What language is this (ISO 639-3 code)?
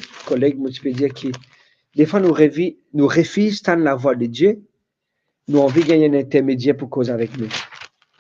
mfe